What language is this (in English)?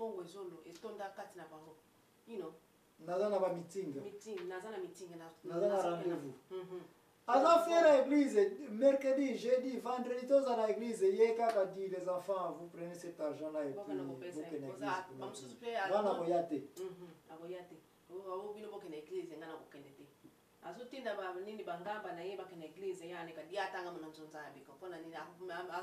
Lingala